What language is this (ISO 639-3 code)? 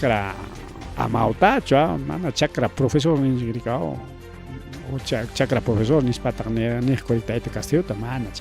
quy